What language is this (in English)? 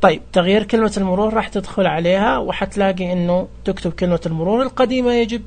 Najdi Arabic